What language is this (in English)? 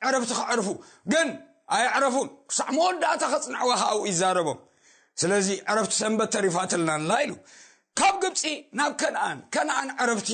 Tigrinya